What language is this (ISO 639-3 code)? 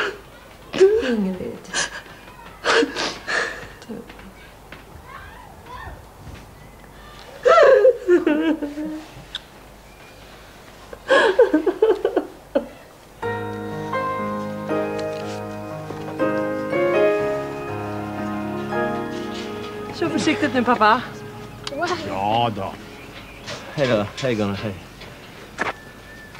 swe